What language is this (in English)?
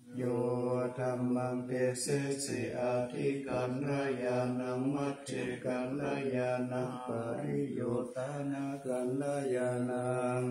Pali